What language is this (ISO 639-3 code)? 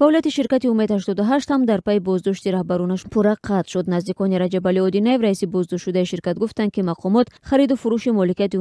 tgk